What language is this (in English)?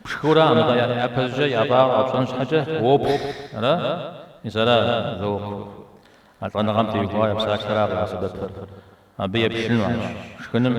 Kabardian